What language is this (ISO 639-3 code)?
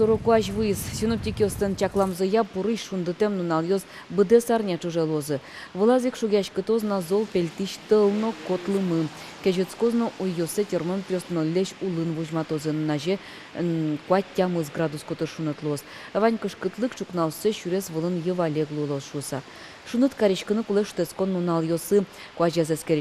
udm